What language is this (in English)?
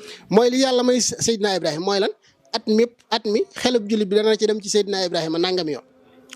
Wolof